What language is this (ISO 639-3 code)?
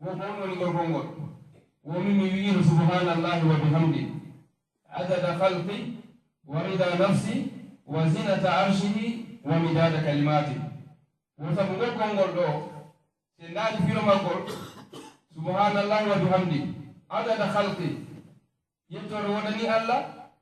ful